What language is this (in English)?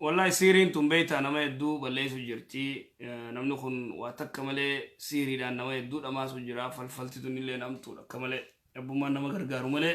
Oromo